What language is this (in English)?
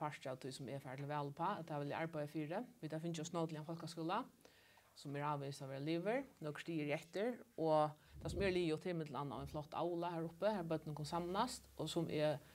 Faroese